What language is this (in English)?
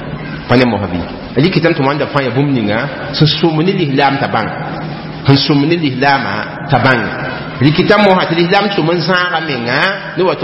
Mossi